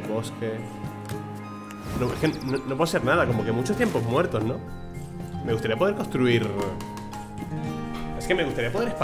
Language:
Spanish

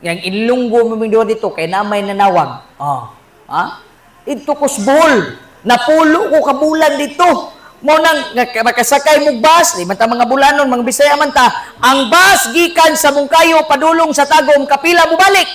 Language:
Cebuano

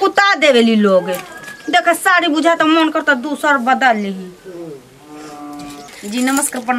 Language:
Bhojpuri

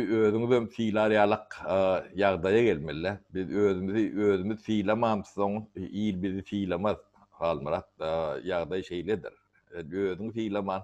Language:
Turkmen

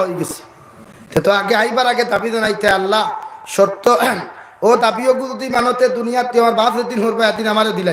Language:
Sylheti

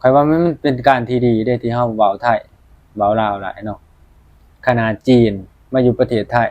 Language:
Northeastern Thai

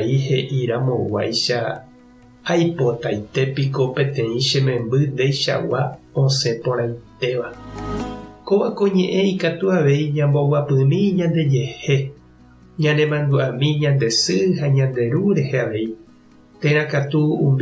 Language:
Guarani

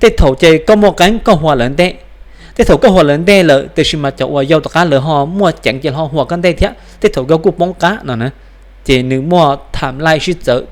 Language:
Hmong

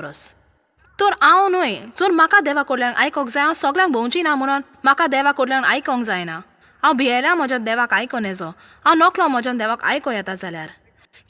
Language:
Konkani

